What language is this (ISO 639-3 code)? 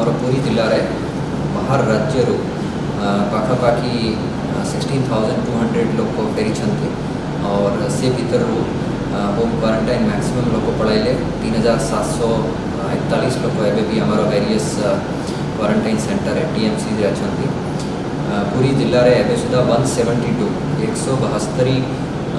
ori